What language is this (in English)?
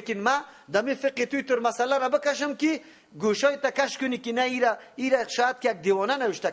Persian